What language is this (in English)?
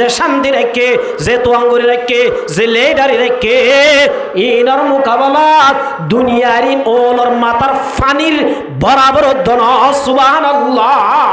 Rohingya